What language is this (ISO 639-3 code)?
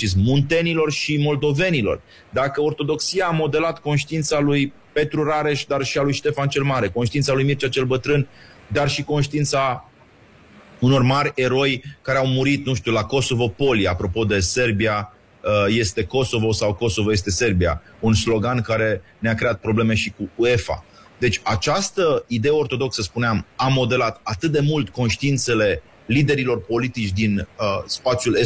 ron